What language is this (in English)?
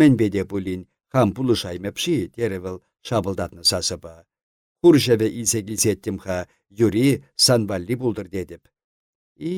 Chuvash